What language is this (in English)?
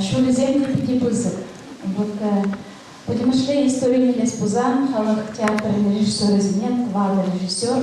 Chuvash